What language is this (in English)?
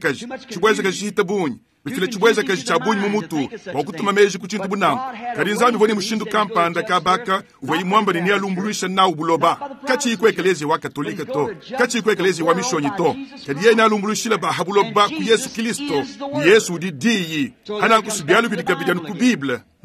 Luba-Lulua